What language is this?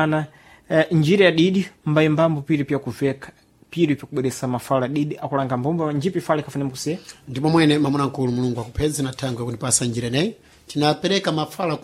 Sena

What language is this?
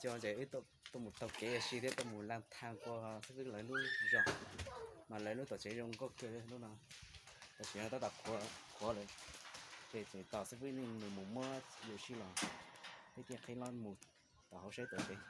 Hmong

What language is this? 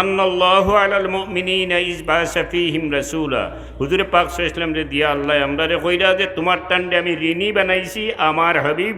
Sylheti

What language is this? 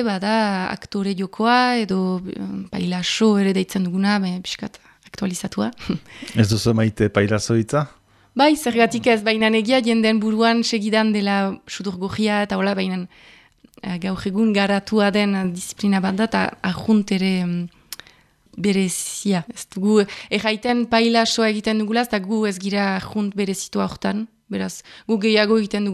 Basque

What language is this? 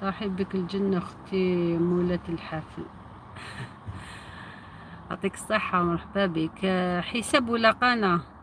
Algerian Arabic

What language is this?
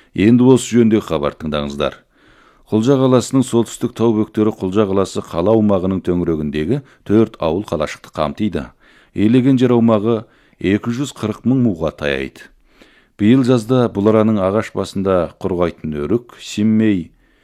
Kazakh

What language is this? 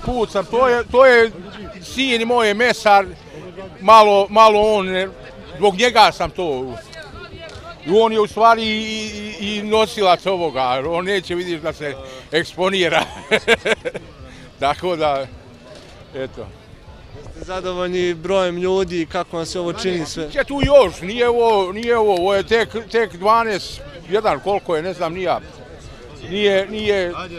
Serbian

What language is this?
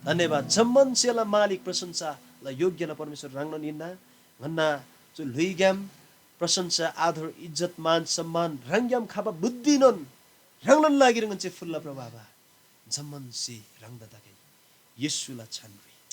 Eastern Tamang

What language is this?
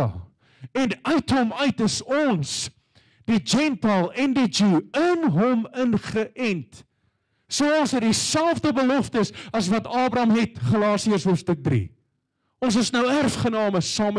Afrikaans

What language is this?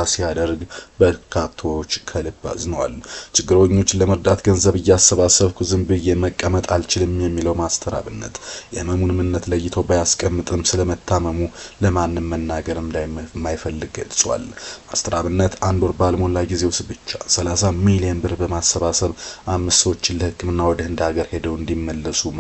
Amharic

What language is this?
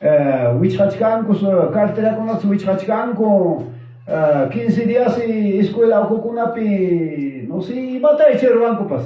Ayacucho Quechua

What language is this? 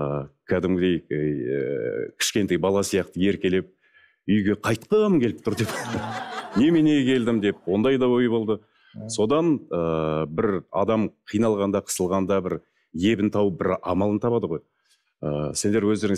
Kazakh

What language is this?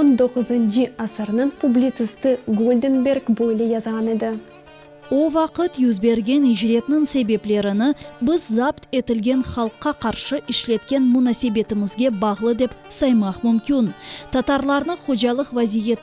Crimean Tatar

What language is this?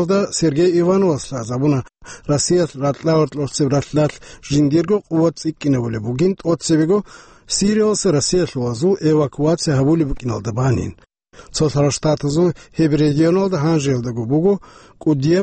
Avaric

